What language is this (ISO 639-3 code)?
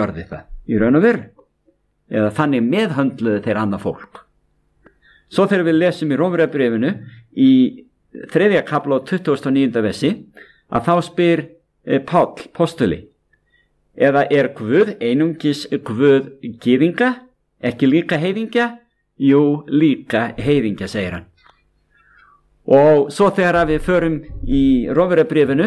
isl